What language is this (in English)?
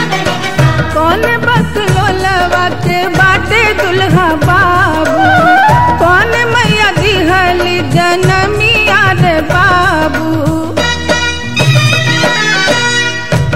Bhojpuri